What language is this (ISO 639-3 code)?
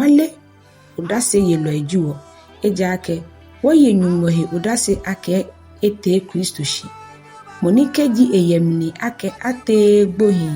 gaa